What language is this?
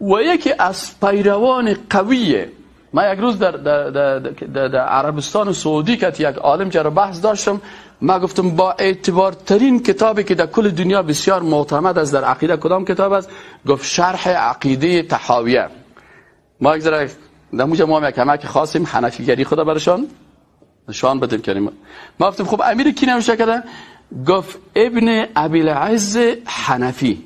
Persian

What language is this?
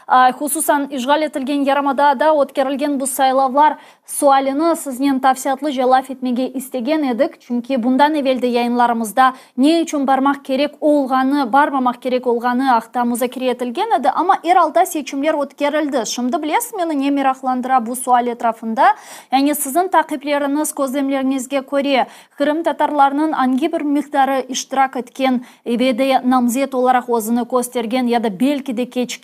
Crimean Tatar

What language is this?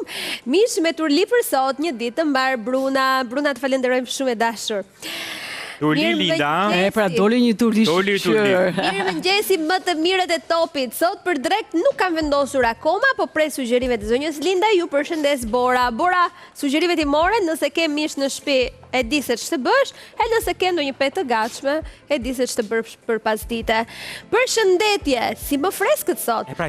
Albanian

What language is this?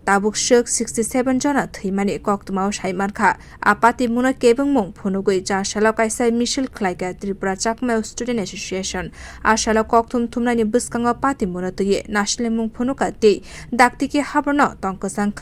Kok Borok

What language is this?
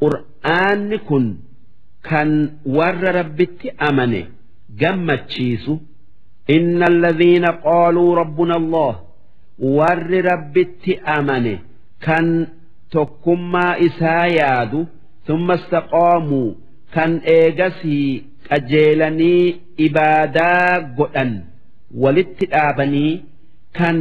Oromo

